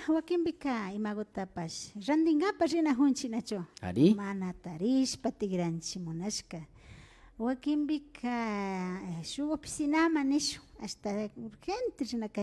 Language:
Imbabura Highland Quichua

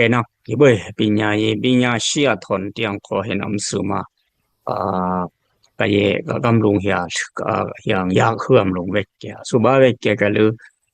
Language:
Dimasa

